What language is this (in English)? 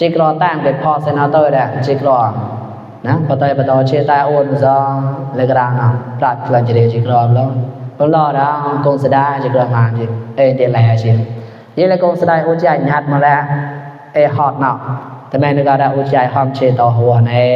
Mon